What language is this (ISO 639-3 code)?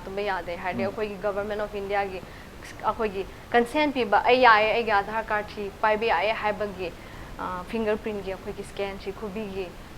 mni